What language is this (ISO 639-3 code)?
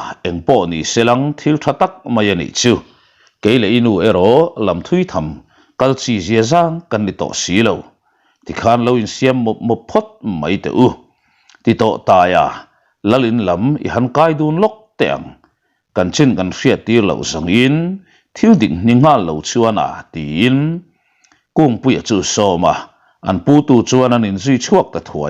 lus